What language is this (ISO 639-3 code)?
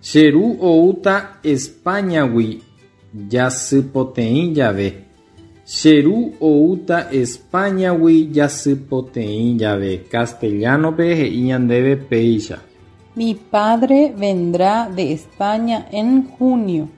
grn